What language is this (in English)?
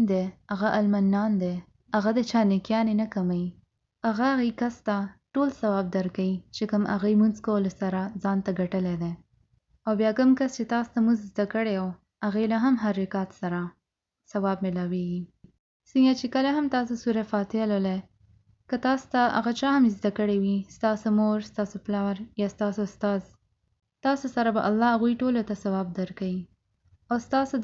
Pashto